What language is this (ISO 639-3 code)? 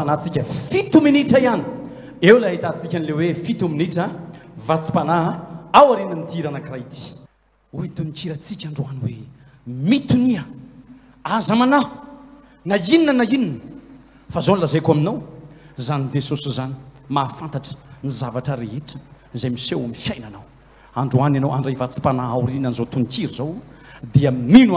mlg